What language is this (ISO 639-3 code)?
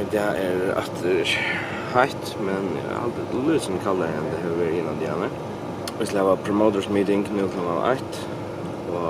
fao